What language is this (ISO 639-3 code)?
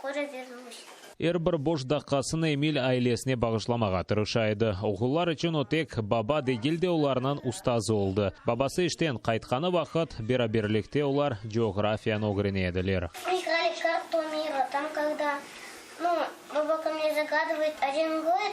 crh